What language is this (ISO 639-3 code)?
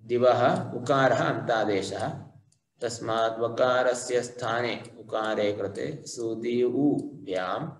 san